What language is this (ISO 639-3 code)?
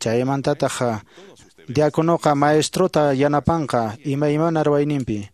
que